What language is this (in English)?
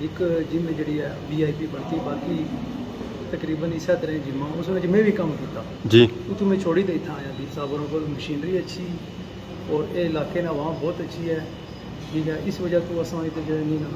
Pahari-Potwari